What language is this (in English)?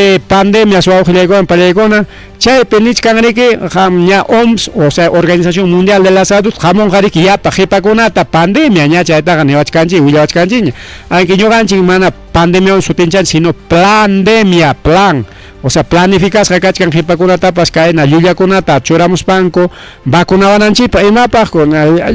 Ayacucho Quechua